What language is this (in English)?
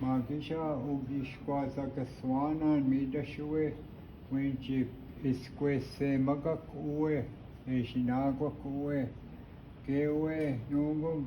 Chippewa